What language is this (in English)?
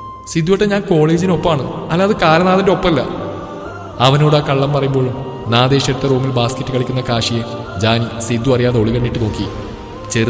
Malayalam